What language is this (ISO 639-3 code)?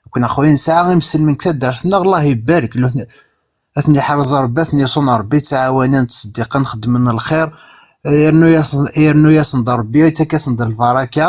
kab